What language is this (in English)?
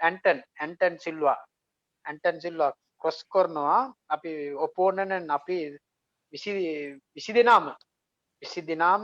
Sinhala